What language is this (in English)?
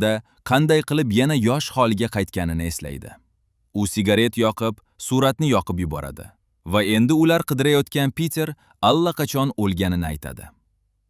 Uzbek